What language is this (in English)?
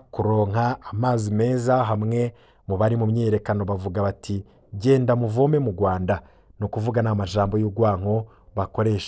Rundi